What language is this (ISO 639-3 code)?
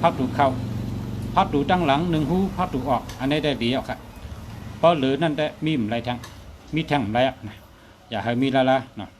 shn